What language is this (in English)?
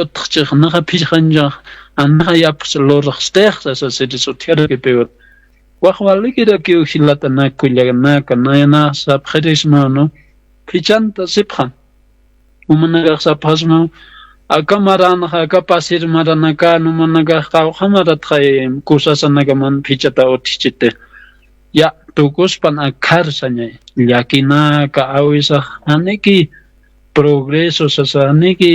Aymara